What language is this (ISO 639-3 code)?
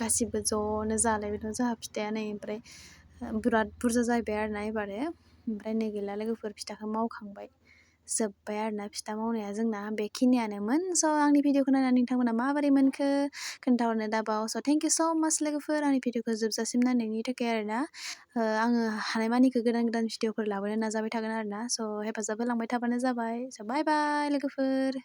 brx